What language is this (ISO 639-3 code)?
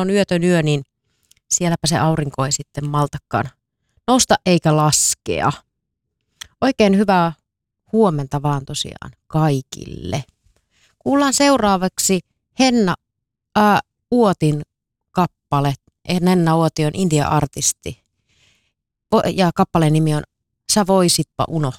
fin